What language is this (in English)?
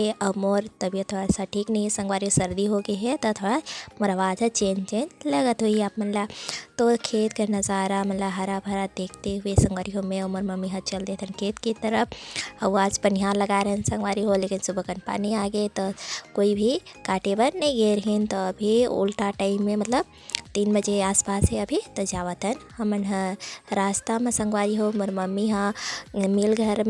Chhattisgarhi